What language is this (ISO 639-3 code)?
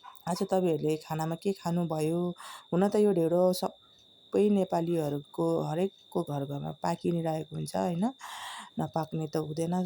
nep